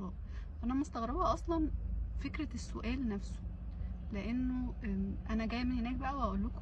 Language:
Egyptian Arabic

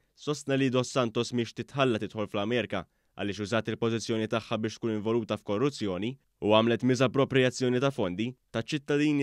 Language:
Maltese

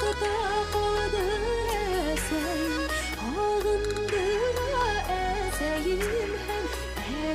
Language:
Bashkir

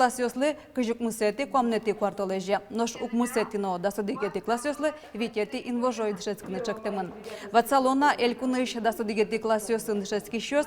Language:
Udmurt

